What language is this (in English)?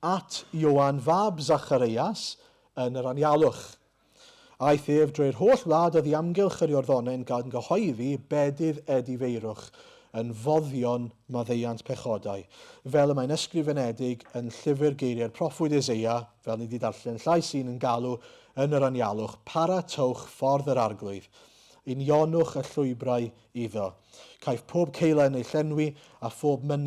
Welsh